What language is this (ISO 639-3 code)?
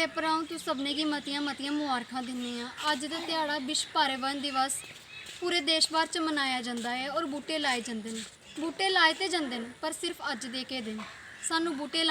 doi